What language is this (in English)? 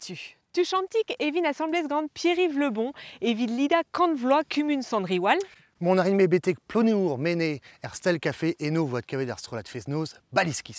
Breton